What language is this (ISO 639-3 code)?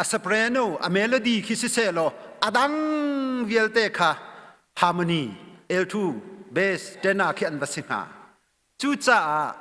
cnh